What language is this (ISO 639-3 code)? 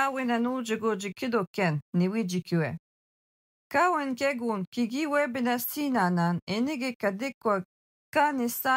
alq